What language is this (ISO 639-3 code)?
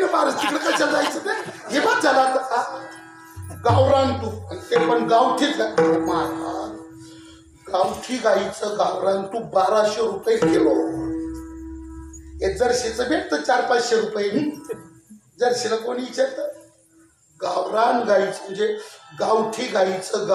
mar